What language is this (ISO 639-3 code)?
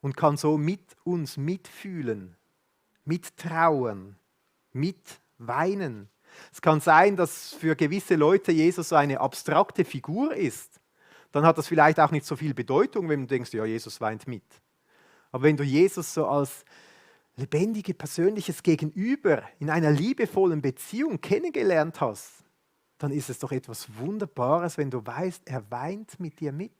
gsw